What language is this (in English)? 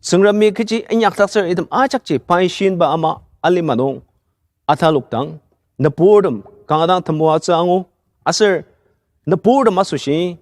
Ao Naga